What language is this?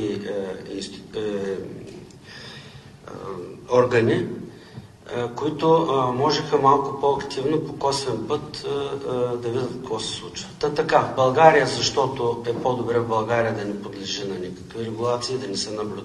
Bulgarian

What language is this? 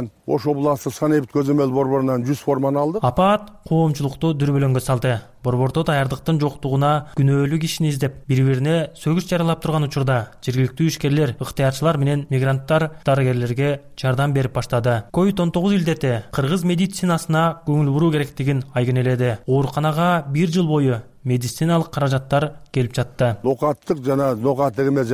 Kyrgyz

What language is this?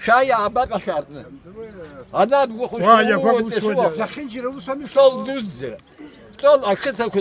Abkhazian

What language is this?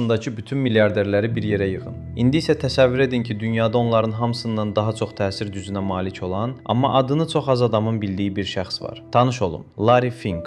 Azerbaijani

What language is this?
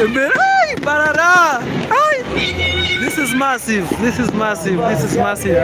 Nyankole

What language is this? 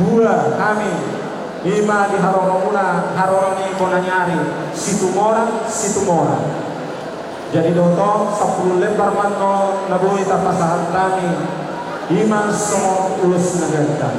Batak Toba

